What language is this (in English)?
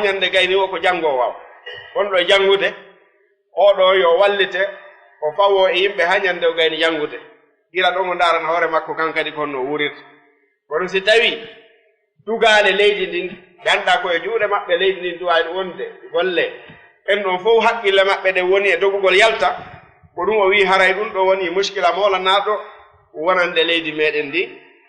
Fula